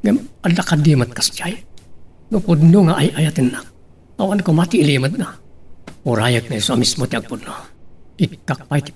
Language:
Iloko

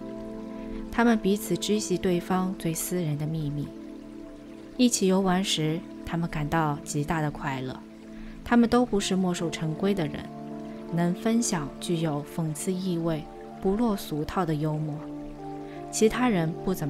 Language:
Chinese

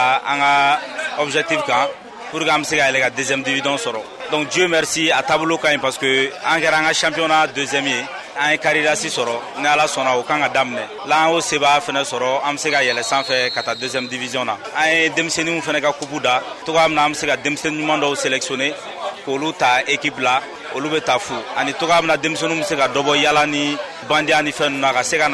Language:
Bambara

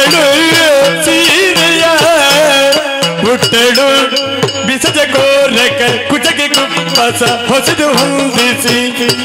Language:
Kannada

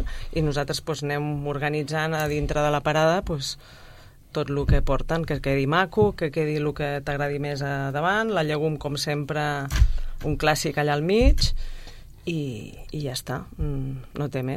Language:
Catalan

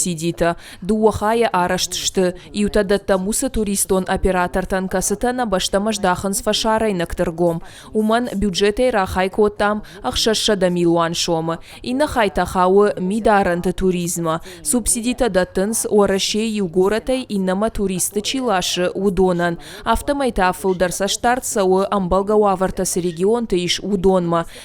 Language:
Ossetic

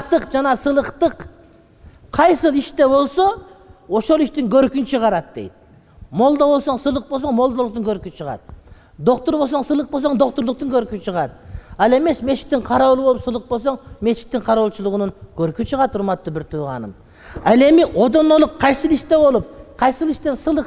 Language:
Kyrgyz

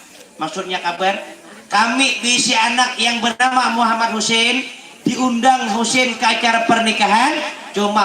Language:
Banjar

